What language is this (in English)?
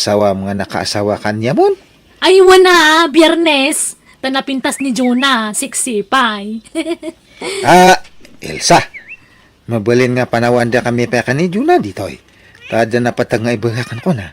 Iloko